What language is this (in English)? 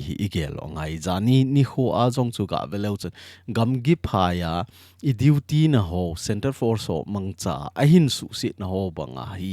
Thado Chin